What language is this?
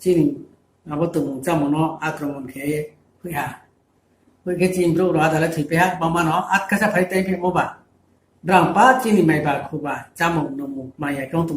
Riang (India)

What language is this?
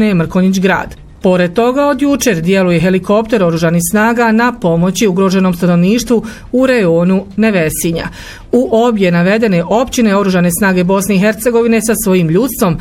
Bosnian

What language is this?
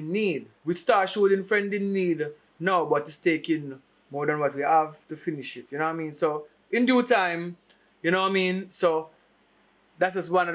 Jamaican Creole English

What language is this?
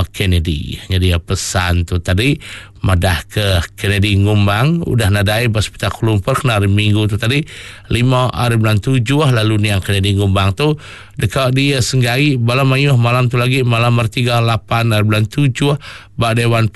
Iban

